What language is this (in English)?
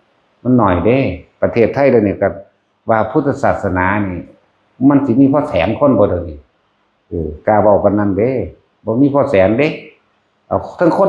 Lao